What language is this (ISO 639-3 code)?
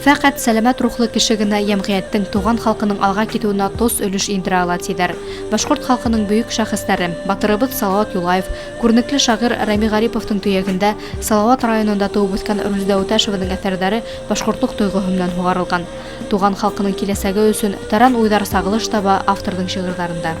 bak